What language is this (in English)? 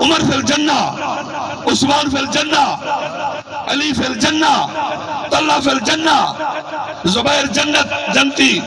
Saraiki